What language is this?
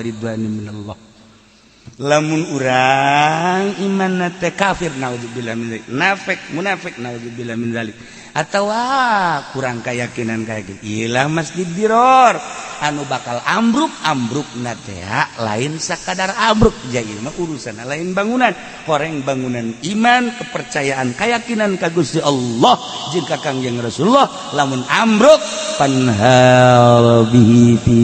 Sundanese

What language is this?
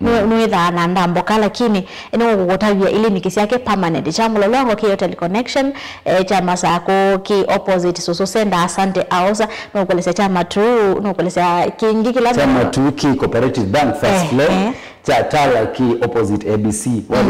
Kamba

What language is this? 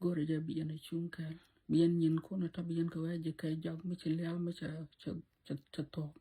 Nuer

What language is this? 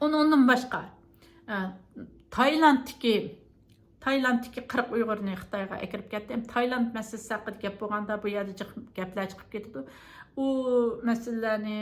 Uyghur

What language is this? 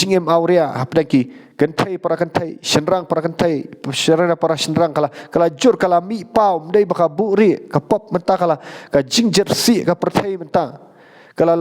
Khasi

